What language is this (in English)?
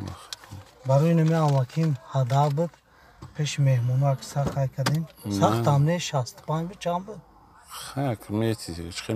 Tajik